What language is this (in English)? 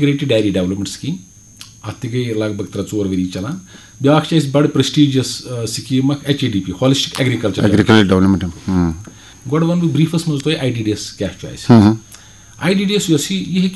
Kashmiri